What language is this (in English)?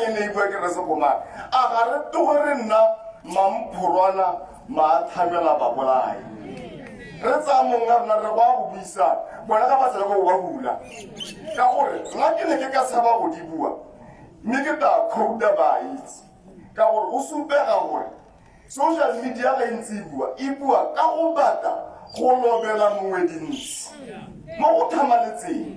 Tswana